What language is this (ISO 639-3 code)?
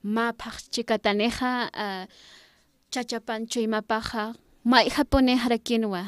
aym